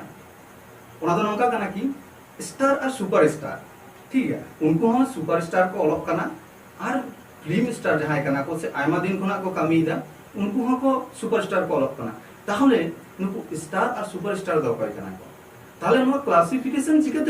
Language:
Santali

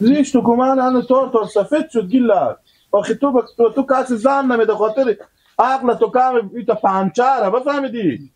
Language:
Persian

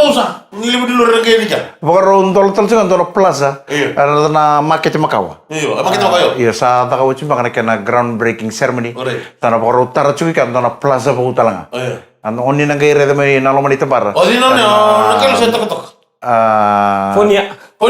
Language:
Fijian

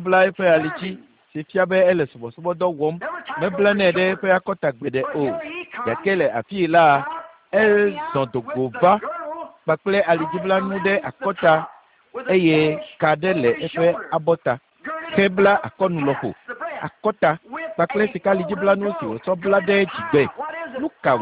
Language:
Ewe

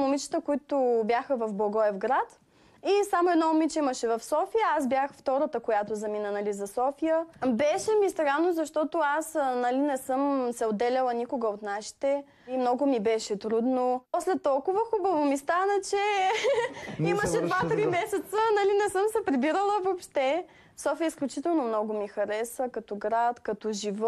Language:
Bulgarian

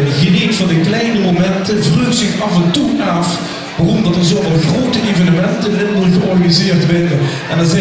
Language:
Limburgish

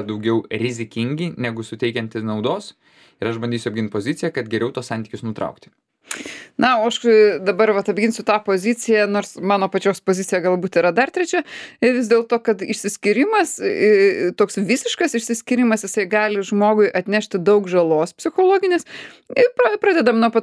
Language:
Lithuanian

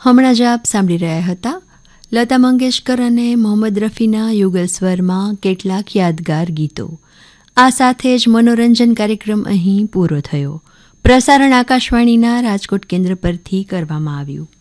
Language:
Gujarati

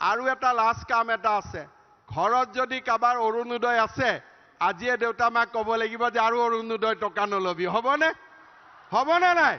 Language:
Assamese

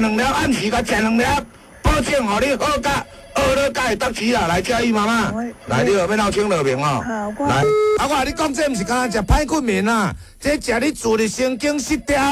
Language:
Min Nan Chinese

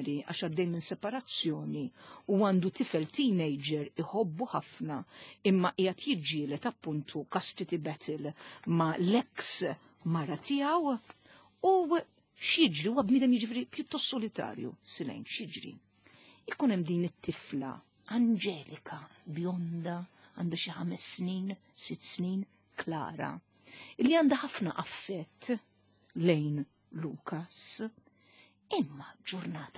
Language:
Maltese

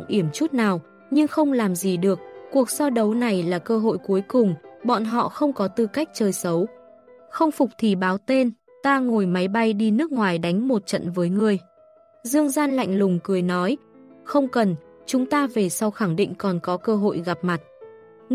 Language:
Vietnamese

